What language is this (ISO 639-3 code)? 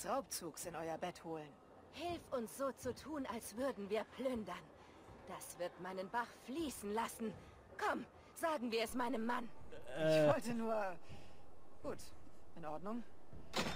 deu